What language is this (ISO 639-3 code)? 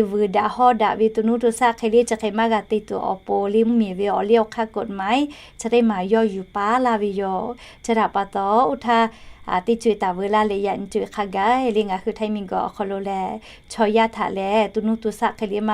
lhu